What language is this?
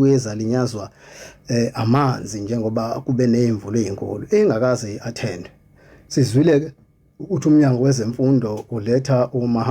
Zulu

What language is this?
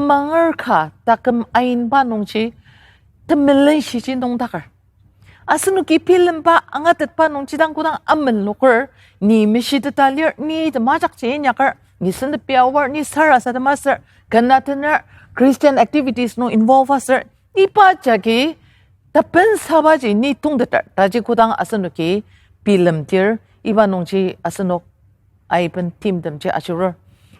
Ao Naga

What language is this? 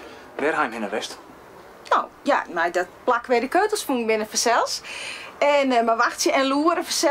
Western Frisian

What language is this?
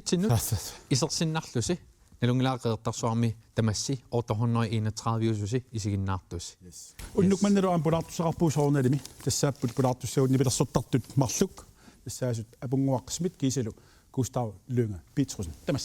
Kalaallisut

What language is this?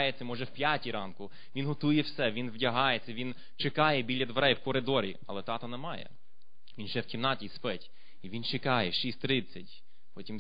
Ukrainian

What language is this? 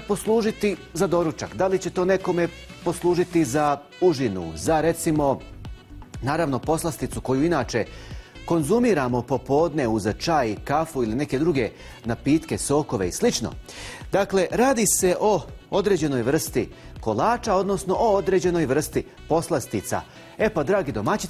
Bosnian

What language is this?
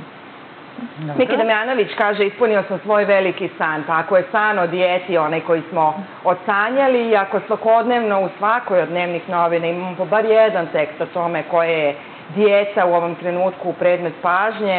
Serbian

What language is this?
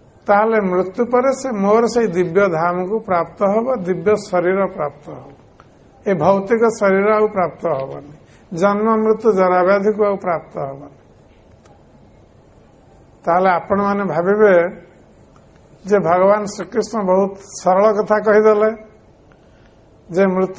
Odia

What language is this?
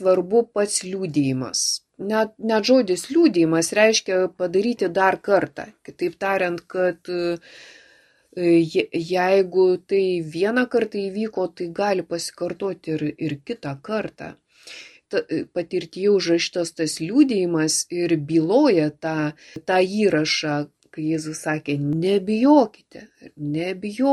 Lithuanian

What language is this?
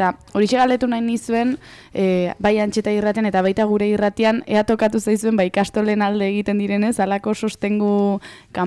Basque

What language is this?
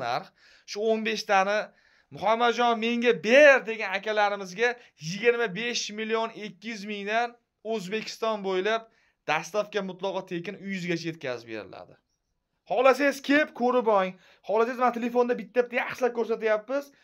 Uzbek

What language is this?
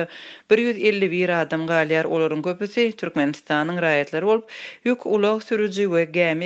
Turkmen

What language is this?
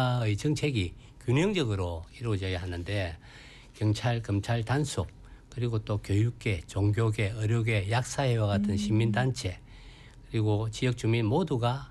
Korean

